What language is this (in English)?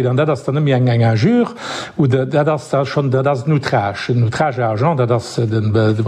Luxembourgish